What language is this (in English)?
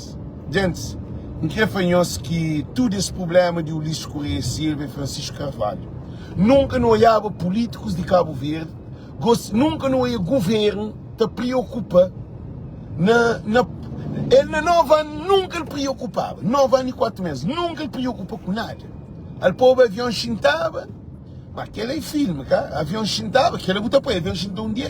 Kabuverdianu